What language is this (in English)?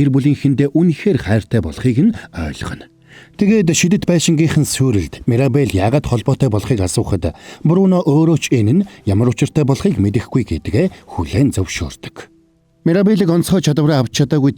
Mongolian